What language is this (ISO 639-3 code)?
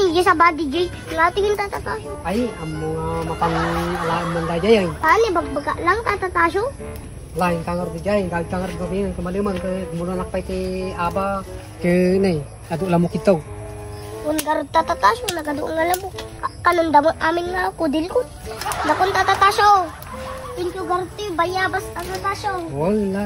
ilo